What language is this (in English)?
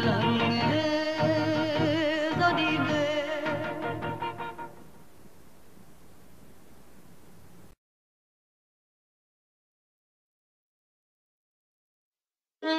Vietnamese